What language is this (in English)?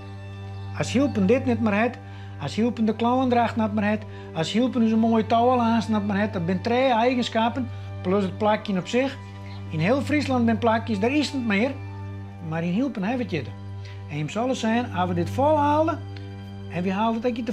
Western Frisian